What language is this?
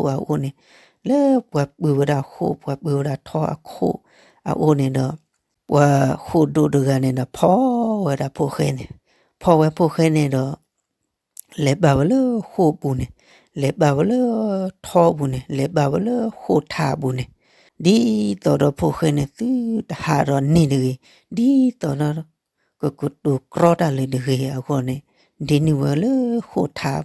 S'gaw Karen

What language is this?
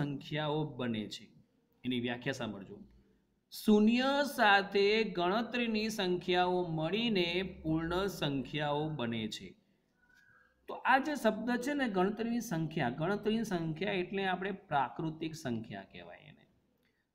Gujarati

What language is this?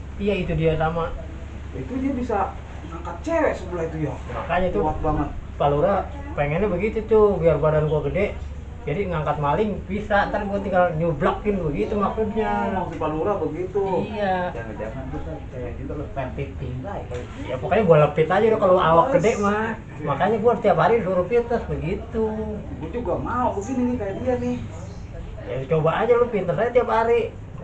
Betawi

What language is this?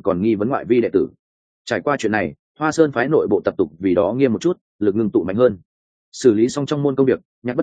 Vietnamese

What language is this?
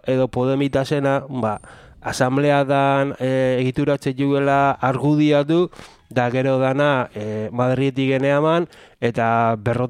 Basque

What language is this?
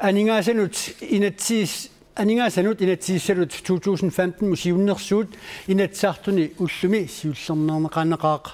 Kalaallisut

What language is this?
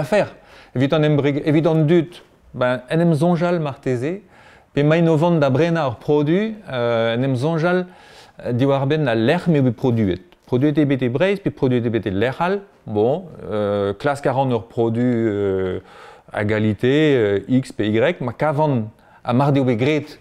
Breton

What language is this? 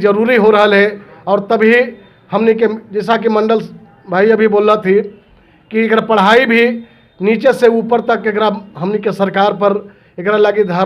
Magahi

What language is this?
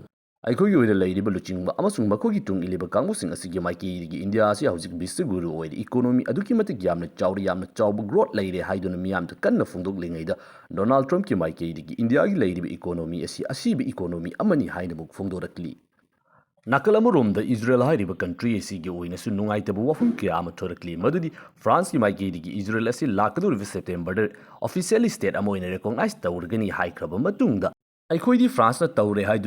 Manipuri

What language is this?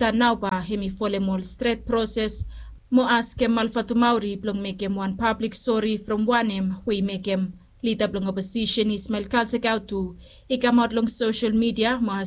Bislama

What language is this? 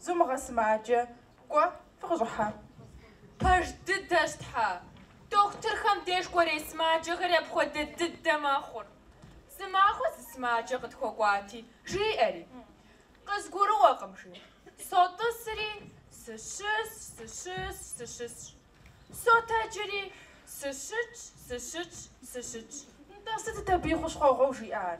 Kabardian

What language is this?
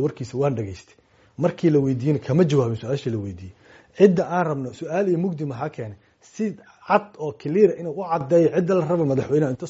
Somali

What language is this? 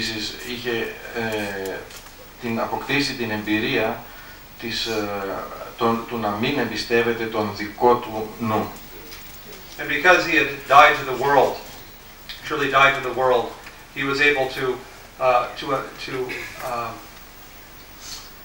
Greek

